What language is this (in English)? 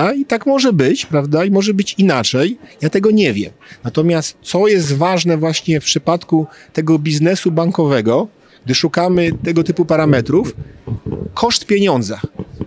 Polish